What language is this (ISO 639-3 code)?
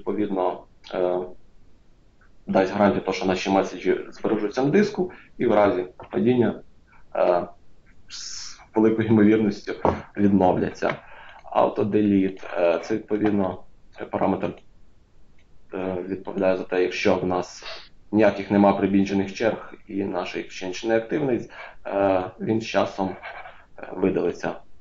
ukr